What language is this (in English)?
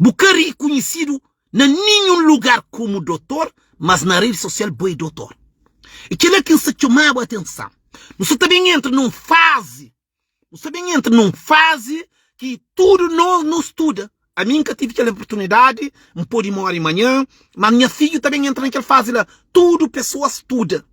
Kabuverdianu